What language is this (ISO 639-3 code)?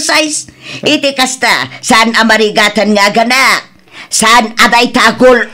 ilo